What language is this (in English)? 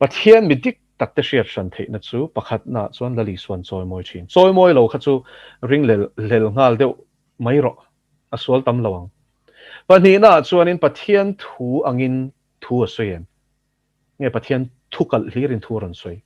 Mizo